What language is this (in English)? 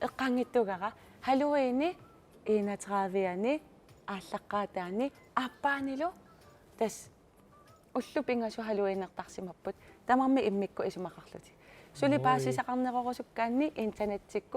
Kalaallisut